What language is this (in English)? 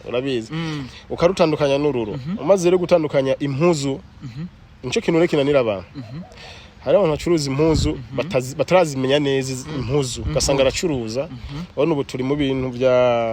Rundi